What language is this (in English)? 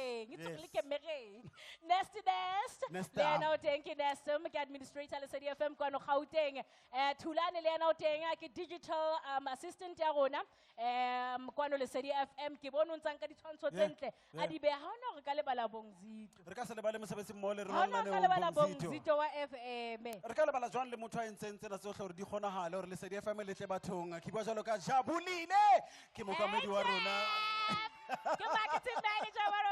Southern Sotho